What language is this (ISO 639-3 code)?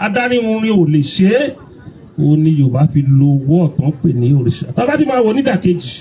yor